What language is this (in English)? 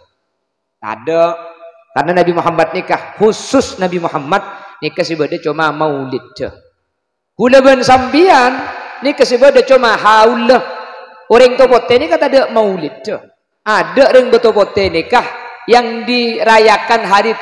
Madurese